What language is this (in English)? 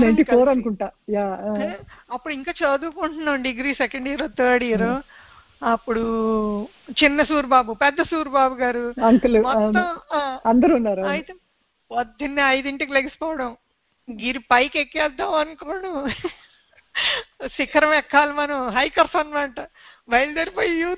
Telugu